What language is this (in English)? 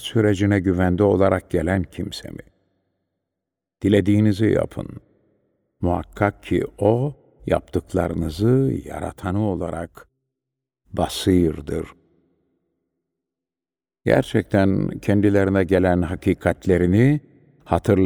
Turkish